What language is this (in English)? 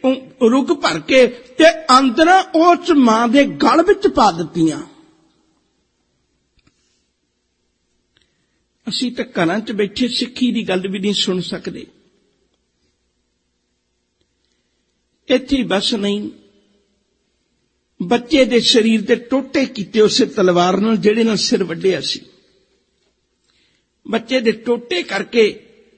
Punjabi